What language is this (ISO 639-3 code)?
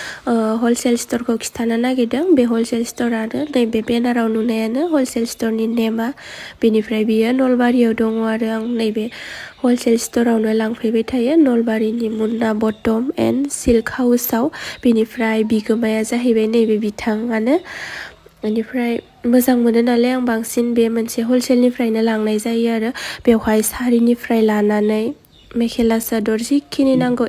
brx